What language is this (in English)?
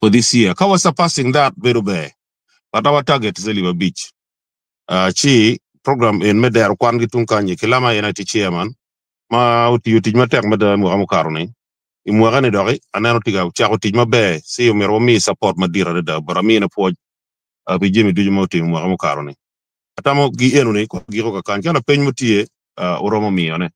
Acoli